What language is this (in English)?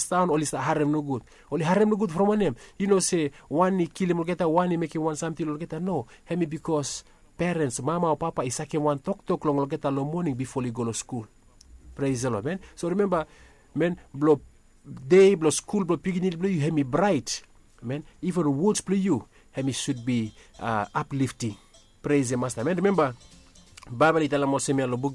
Bislama